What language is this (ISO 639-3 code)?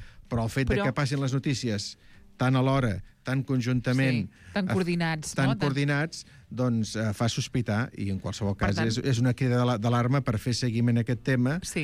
cat